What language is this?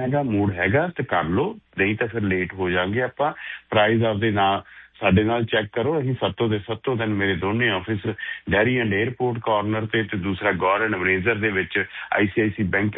Punjabi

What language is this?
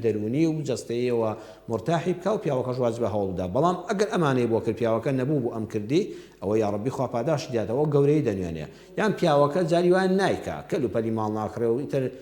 Central Kurdish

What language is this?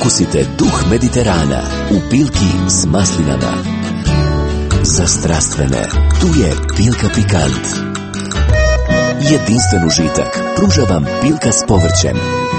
Croatian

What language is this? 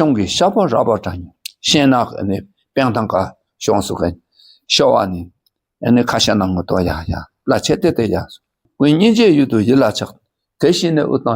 Dakpakha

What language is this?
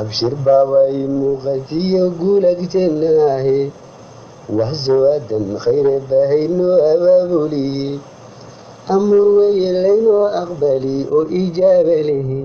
Somali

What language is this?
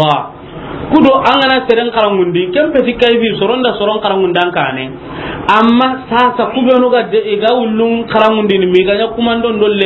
Soninke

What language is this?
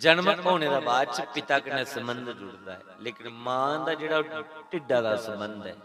Dogri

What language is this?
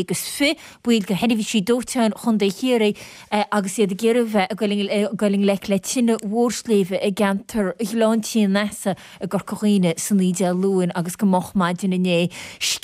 Irish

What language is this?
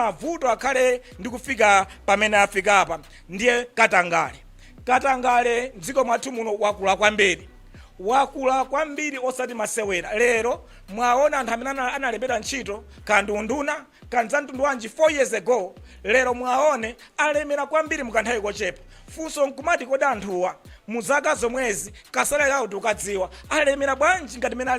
Nyanja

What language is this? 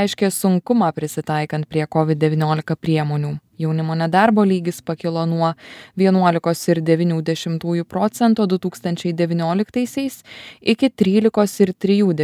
Lithuanian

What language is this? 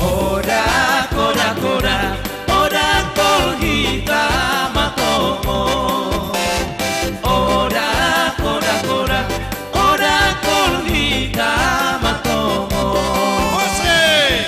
Batak Simalungun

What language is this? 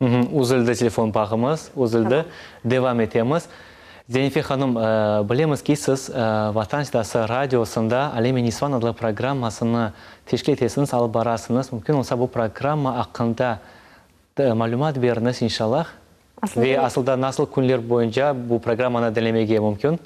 Crimean Tatar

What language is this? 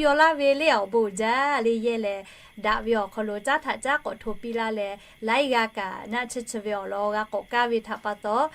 Lahu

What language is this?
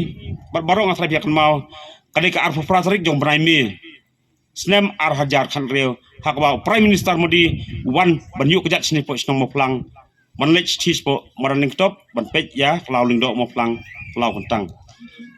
Khasi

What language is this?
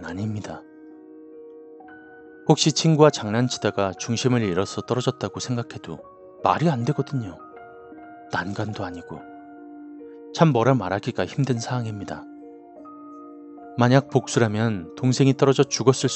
Korean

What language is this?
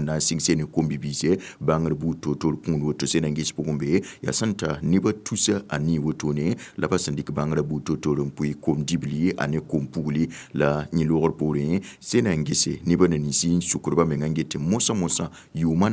Mossi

